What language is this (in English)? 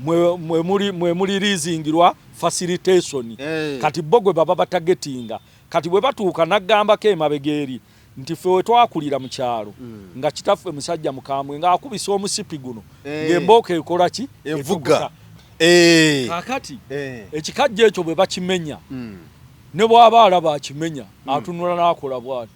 Ganda